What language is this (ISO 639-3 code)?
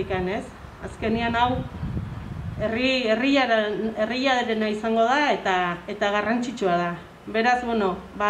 eus